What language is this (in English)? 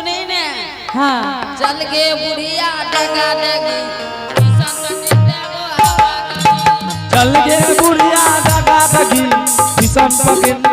Angika